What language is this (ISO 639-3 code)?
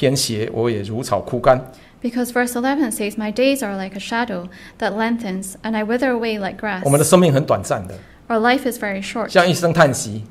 zho